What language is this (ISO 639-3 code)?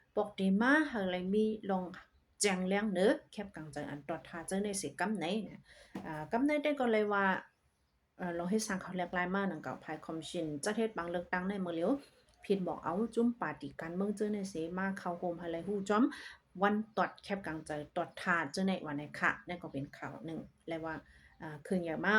shn